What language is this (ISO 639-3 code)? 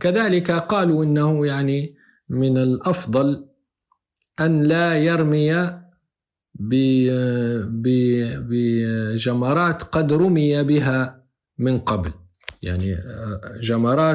ara